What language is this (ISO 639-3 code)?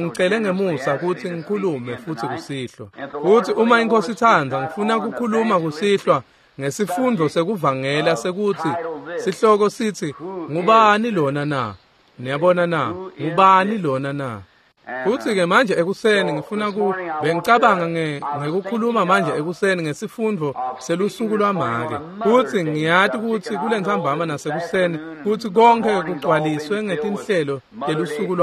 ssw